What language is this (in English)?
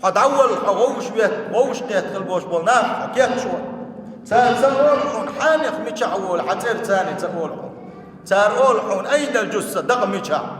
Chechen